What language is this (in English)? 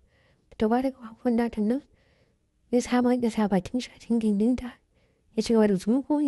Hausa